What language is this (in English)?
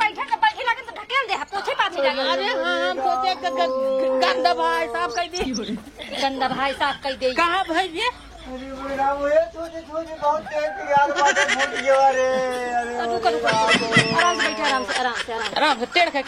Awadhi